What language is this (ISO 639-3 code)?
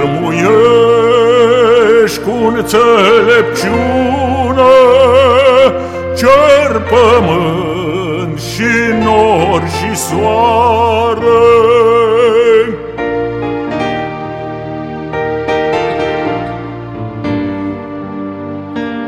ron